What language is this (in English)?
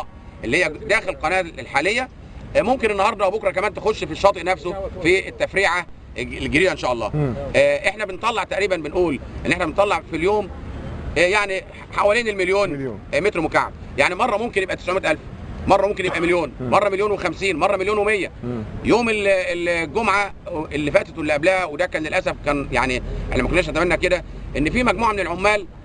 Egyptian Arabic